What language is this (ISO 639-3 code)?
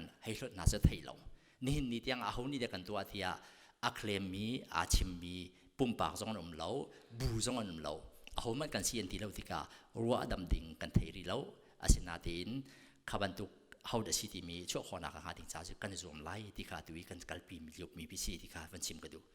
cnh